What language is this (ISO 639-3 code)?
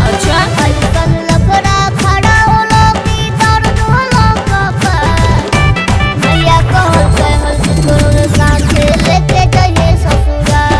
mag